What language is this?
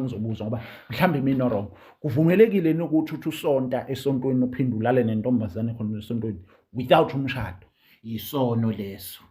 Zulu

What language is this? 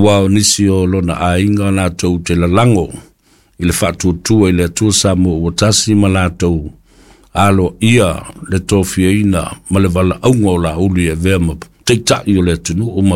Samoan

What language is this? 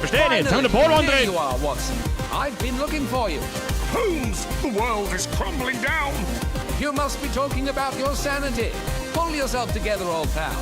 Bavarian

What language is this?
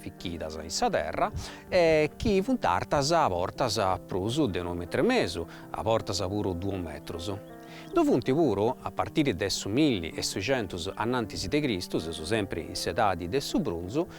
Sardinian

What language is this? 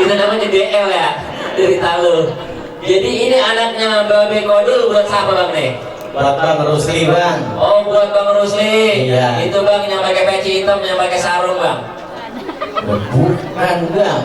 Betawi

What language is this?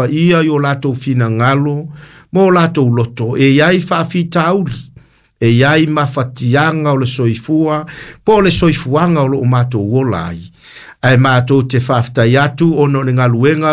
Samoan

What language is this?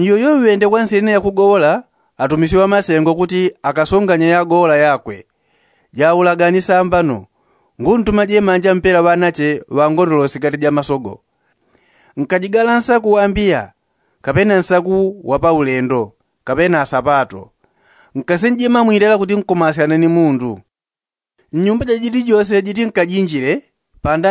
Yao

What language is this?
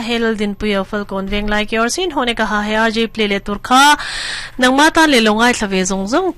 Mizo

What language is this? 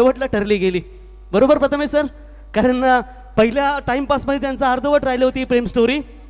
Marathi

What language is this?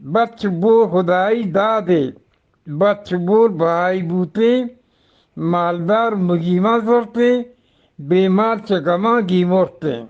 Eastern Balochi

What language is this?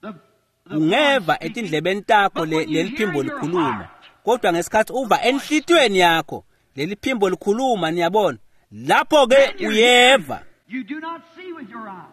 Swati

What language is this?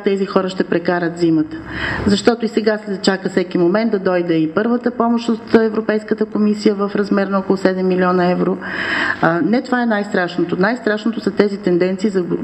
Bulgarian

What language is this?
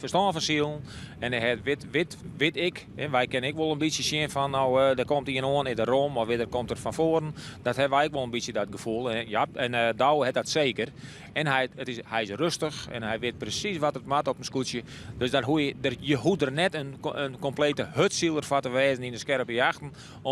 Western Frisian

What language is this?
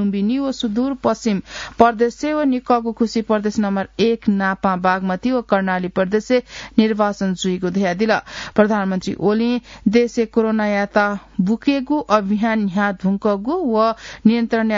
Newari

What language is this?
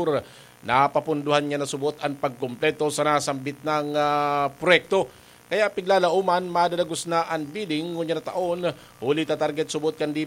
Bikol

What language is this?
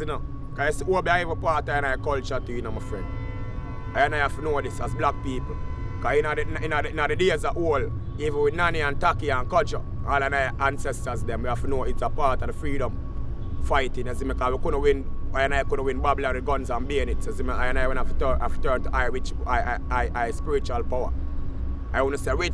Jamaican Creole English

